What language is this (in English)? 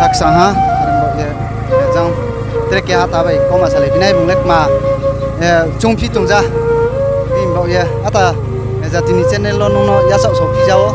Riang (India)